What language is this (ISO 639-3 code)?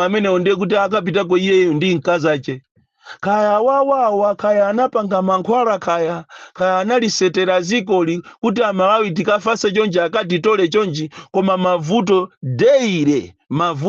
nya